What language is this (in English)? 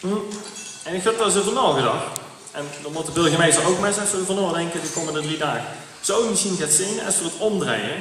Limburgish